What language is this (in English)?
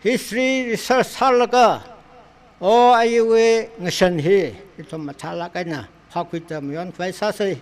Tangkhul Naga (India)